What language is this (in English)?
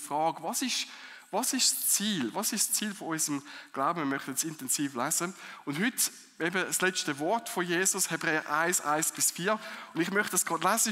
Swiss German